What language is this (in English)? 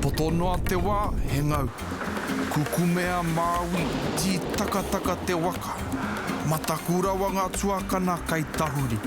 Māori